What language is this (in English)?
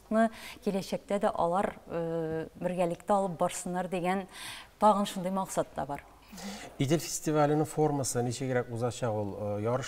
Tatar